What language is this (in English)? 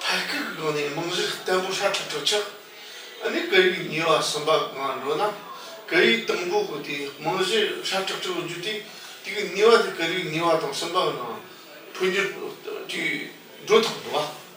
Tibetan